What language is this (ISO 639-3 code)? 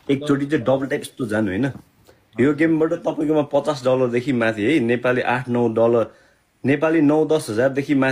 nep